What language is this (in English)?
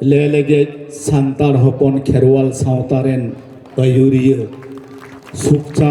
Santali